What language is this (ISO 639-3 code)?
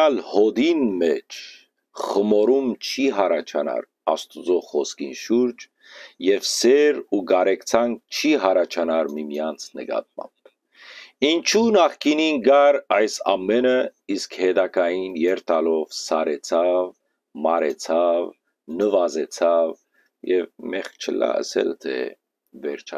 hyw